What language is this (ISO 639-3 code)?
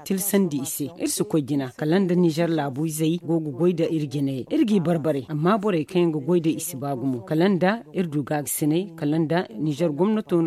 dje